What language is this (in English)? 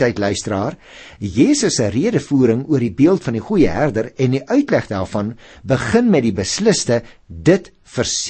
Afrikaans